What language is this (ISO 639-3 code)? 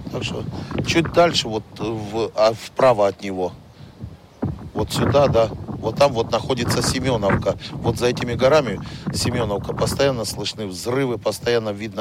rus